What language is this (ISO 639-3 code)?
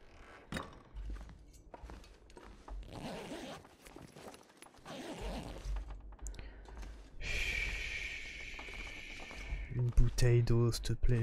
fra